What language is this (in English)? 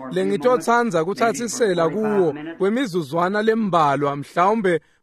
Swati